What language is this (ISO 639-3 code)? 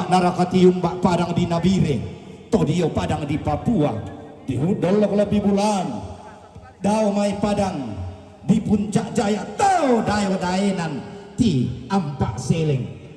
sda